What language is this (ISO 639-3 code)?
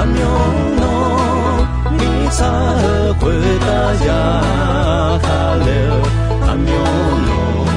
ahk